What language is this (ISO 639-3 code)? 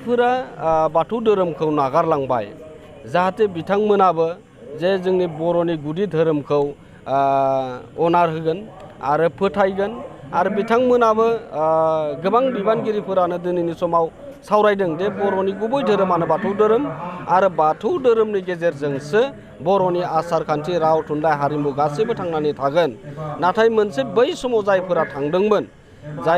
brx